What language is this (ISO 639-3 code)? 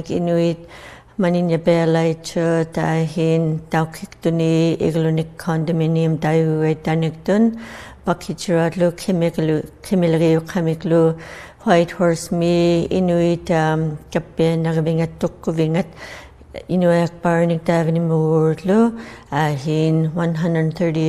iku